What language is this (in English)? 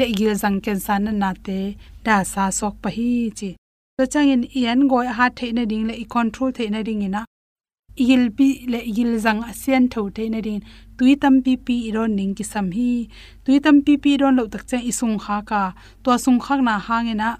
Tedim Chin